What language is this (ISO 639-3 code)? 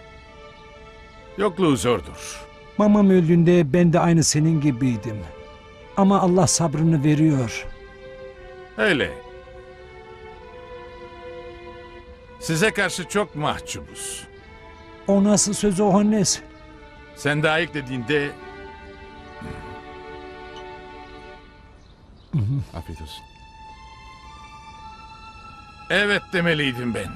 tur